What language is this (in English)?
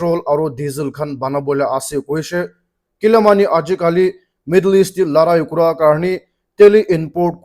Naga Pidgin